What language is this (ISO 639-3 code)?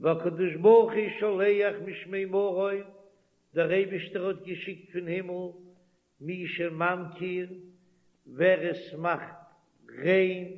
yid